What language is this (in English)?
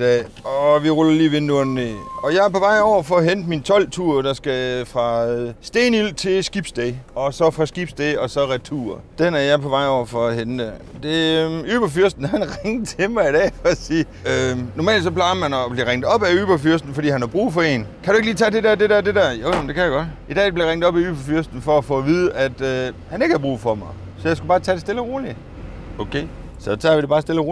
Danish